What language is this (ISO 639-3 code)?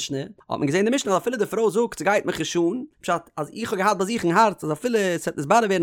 yid